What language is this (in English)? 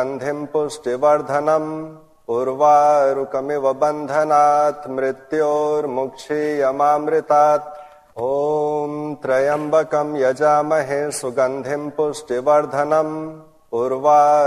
Sanskrit